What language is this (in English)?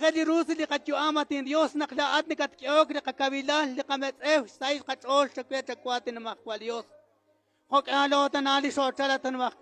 Kekchí